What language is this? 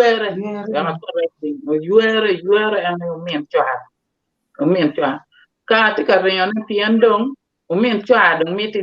Acoli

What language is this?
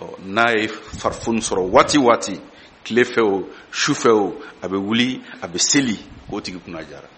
Bambara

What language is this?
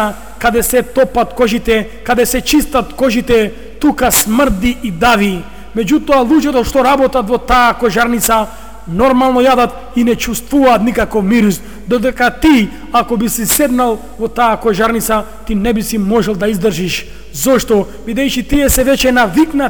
Macedonian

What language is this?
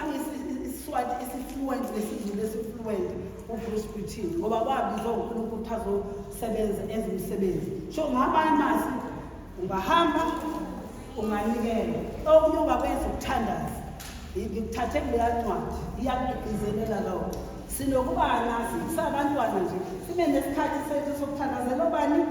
Zulu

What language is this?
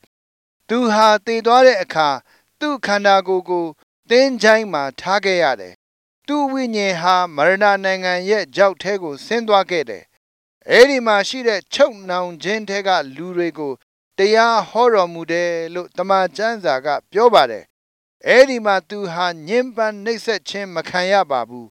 Burmese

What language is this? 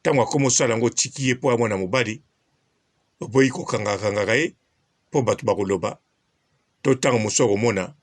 Lingala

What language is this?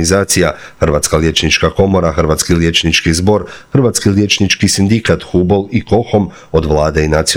Croatian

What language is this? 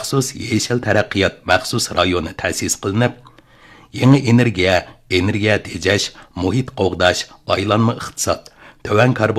Uyghur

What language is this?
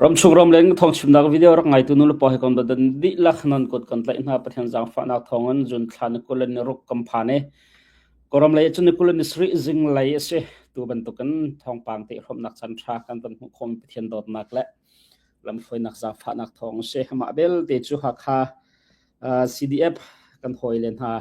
Hakha Chin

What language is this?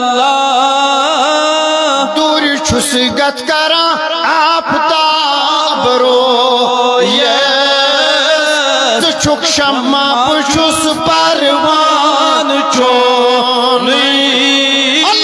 Kashmiri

